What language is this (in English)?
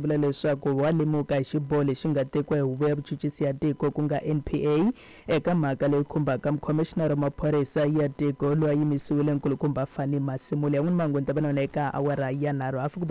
Tsonga